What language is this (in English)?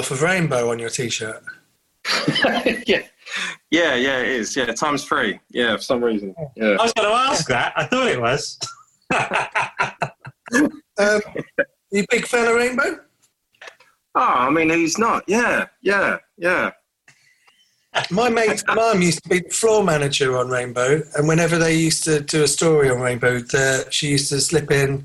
English